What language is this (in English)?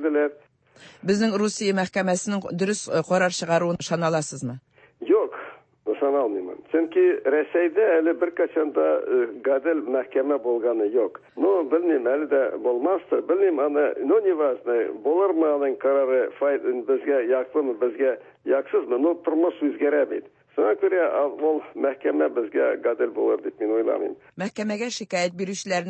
Tatar